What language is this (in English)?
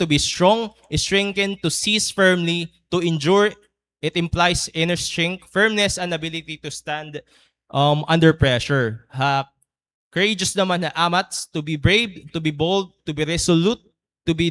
Waray